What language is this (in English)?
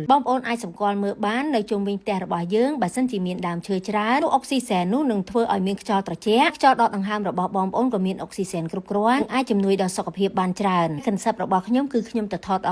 Khmer